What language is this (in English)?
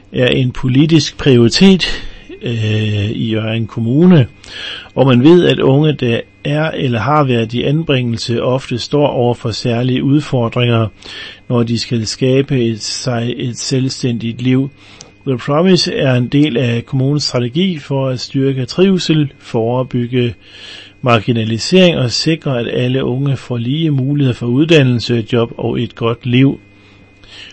Danish